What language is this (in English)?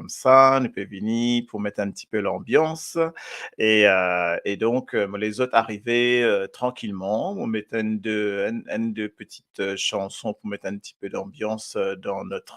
Morisyen